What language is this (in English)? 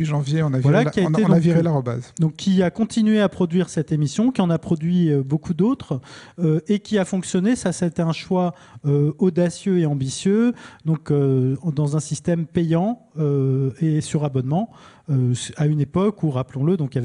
French